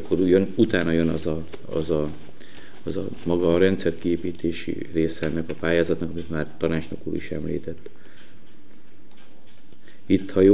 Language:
Hungarian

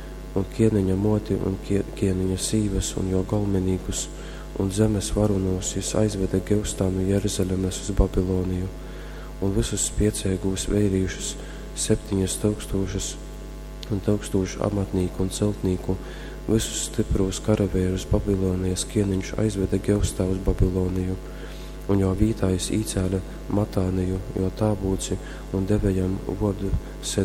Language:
Latgalian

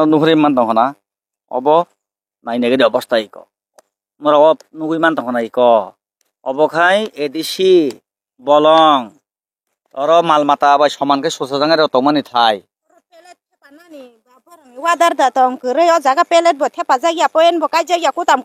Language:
Kok Borok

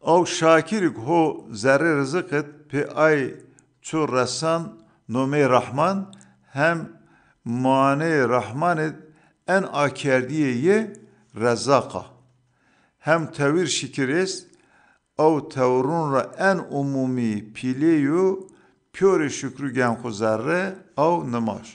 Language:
Zaza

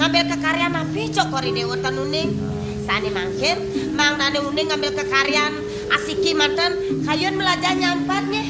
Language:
Balinese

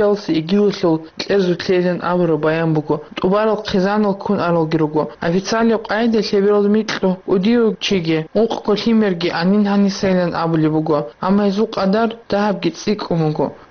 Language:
Avaric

